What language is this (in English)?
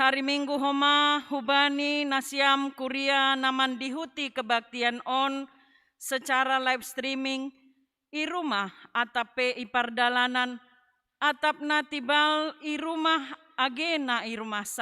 Batak Simalungun